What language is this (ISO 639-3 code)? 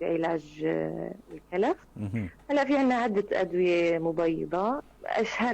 apc